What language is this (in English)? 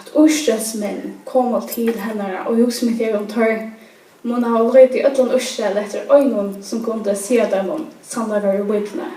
Faroese